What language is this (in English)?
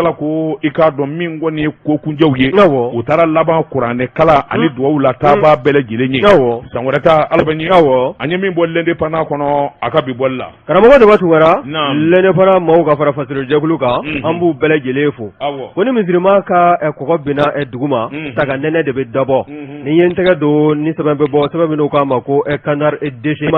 Bambara